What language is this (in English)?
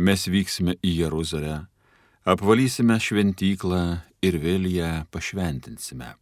Lithuanian